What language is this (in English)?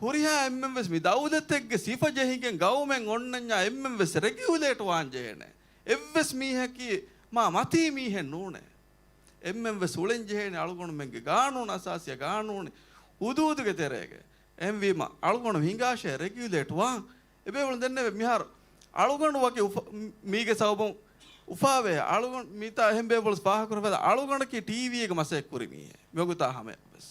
Divehi